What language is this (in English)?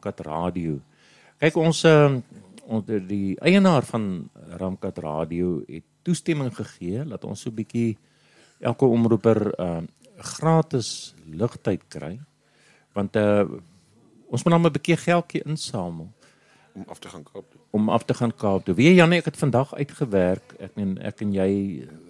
Afrikaans